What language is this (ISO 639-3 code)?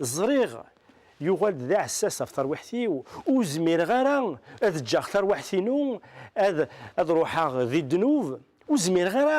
kab